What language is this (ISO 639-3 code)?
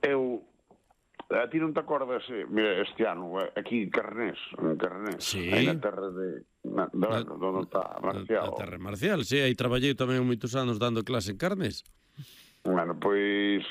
glg